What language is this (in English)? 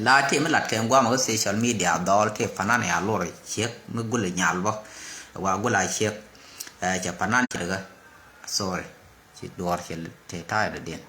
Nuer